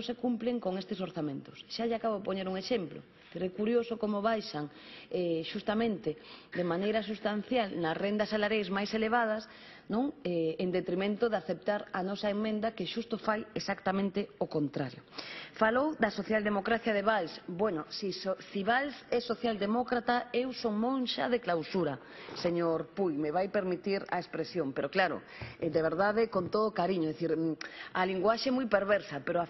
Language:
Galician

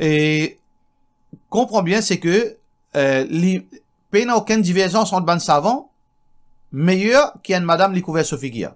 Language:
Morisyen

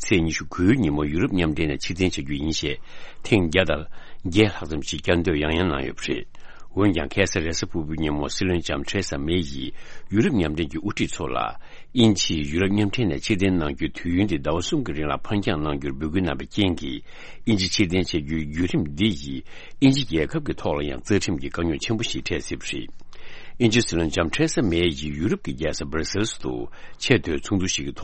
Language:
Tibetan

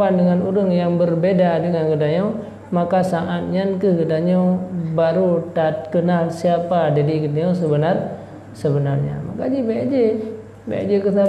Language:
Achinese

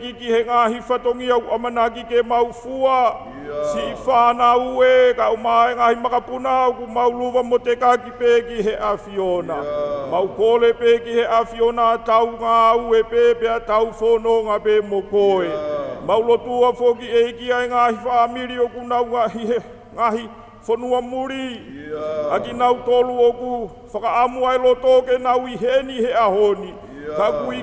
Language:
Tongan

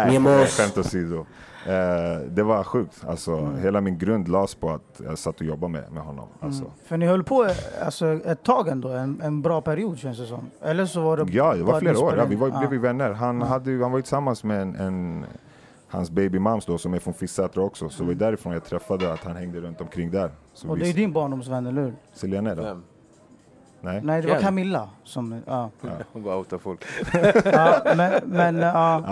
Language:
Swedish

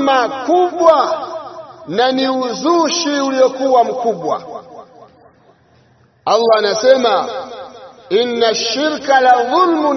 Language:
Swahili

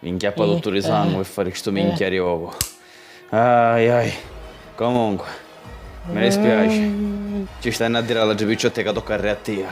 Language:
Sicilian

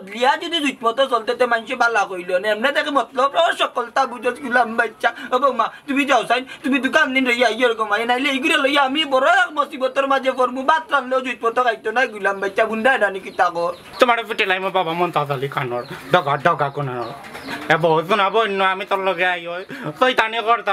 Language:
Sylheti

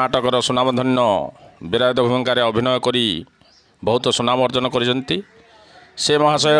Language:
Odia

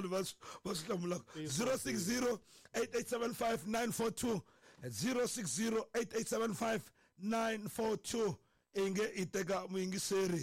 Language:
Tsonga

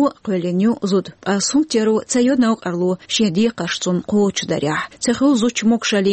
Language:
Chechen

